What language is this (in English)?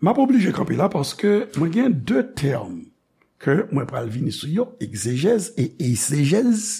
Haitian Creole